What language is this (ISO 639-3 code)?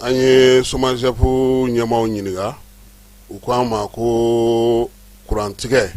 bam